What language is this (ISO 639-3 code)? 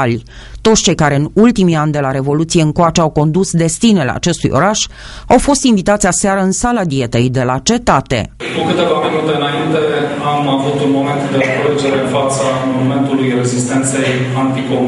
ron